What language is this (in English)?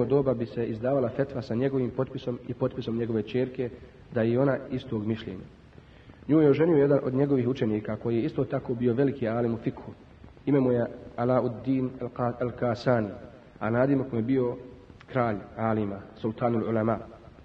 Bosnian